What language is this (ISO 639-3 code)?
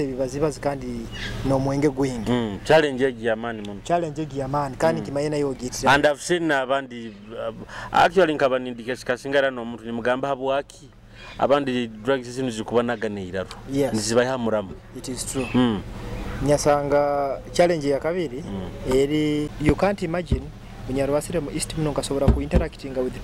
nyo